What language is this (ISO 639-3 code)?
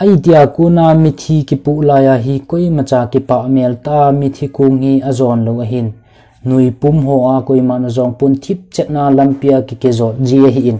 tcz